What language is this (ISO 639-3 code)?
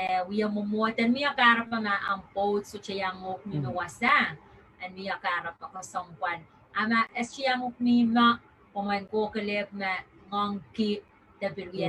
pon